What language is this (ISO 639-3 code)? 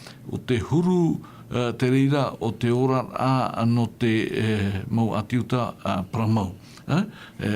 tah